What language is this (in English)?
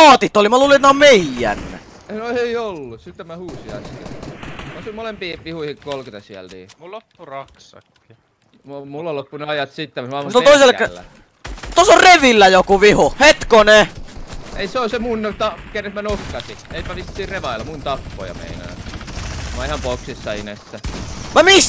Finnish